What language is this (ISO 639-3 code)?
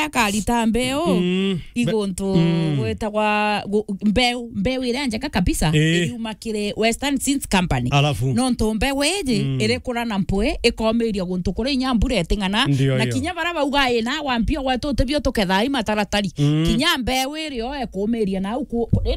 mer